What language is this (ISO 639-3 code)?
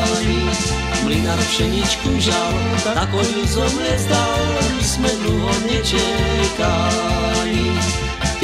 slk